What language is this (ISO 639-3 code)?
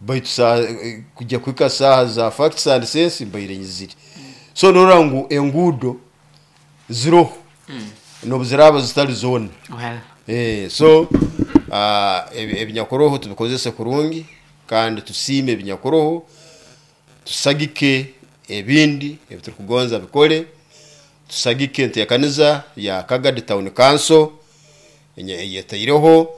nyo